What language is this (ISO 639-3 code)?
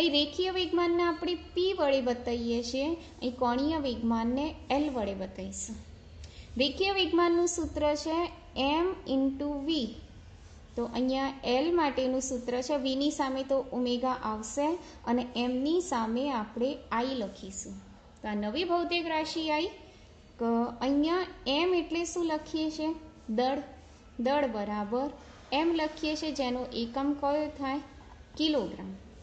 guj